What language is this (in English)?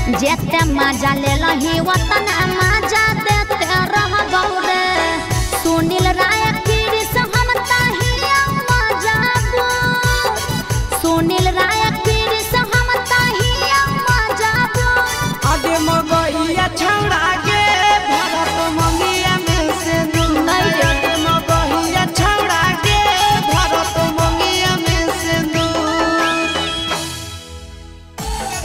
Magahi